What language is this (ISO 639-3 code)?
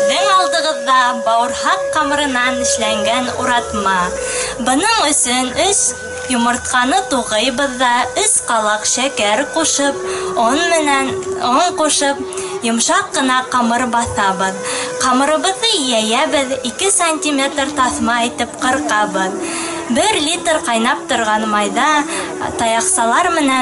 bak